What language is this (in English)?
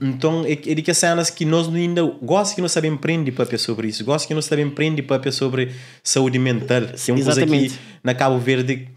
Kabuverdianu